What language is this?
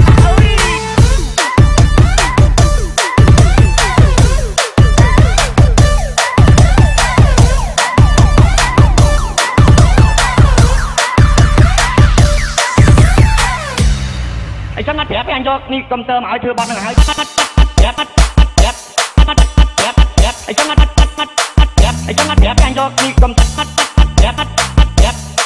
Vietnamese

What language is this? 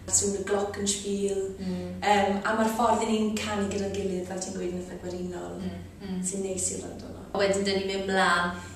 Welsh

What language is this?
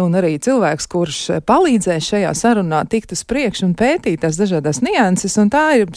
Latvian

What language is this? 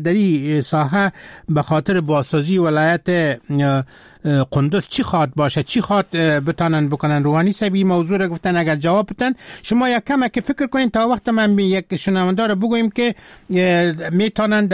Persian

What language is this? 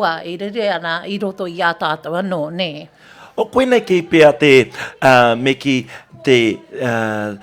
Māori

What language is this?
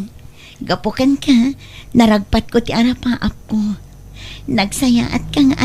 Iloko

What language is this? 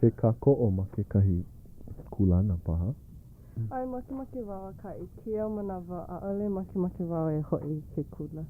Hawaiian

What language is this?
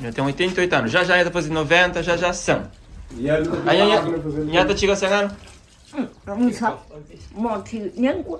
Kabuverdianu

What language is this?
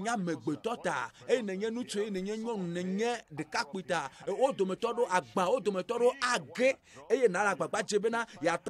Ewe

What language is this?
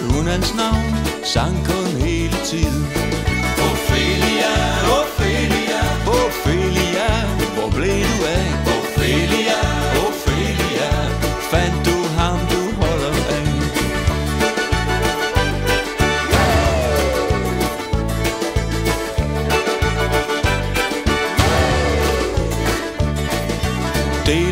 Danish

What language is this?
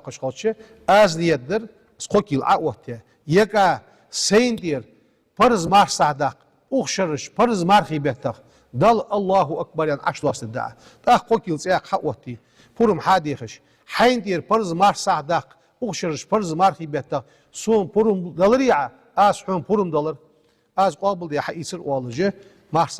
Ingush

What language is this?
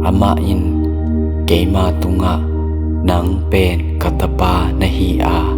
Tedim Chin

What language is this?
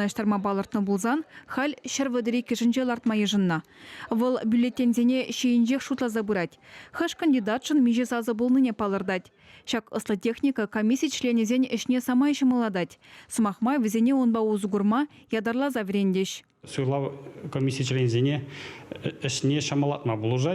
Chuvash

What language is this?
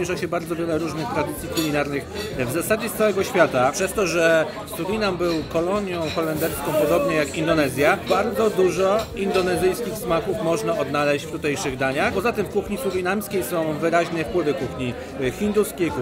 Polish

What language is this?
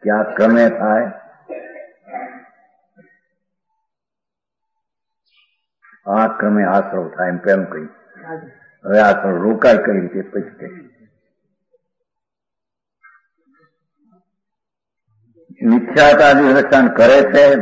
Gujarati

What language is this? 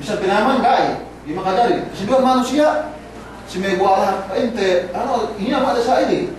Yakan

